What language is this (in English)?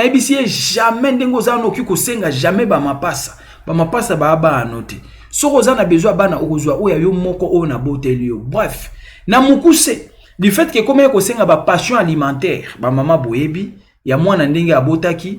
Lingala